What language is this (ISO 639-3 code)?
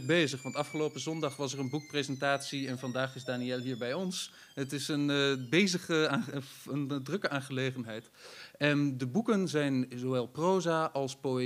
nld